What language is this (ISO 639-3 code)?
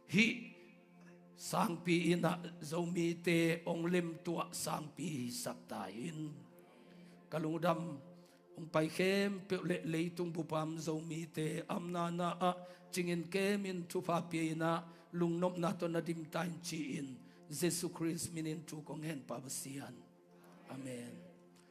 ctd